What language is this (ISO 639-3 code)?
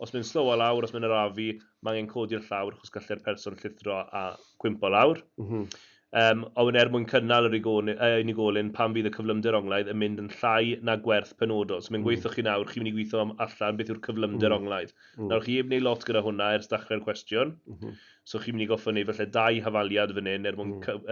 cym